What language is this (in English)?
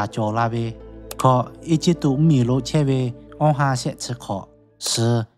Lahu